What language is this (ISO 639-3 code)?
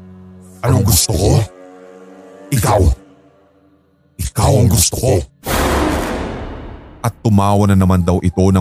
fil